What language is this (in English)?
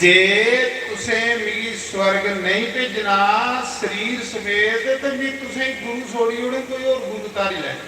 Dogri